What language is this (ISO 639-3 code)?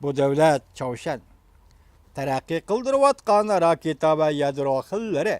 uig